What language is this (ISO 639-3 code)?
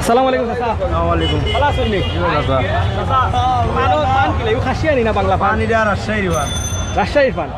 syl